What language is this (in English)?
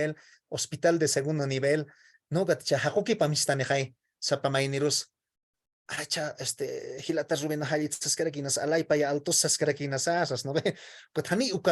Aymara